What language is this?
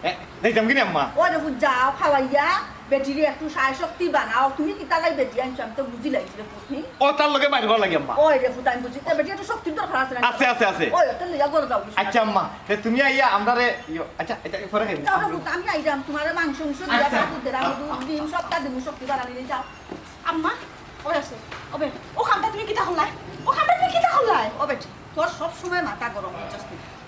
Sylheti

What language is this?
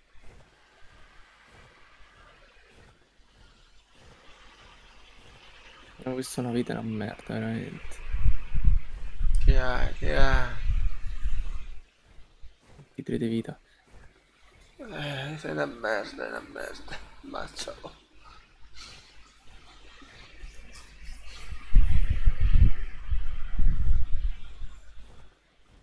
Italian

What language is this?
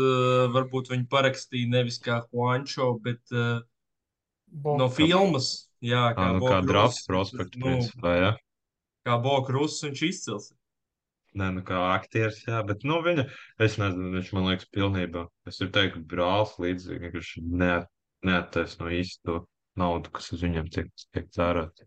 Latvian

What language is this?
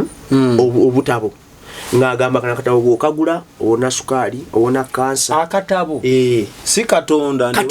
Ganda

